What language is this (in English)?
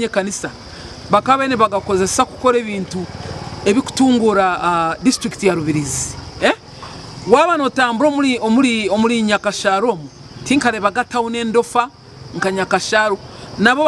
Nyankole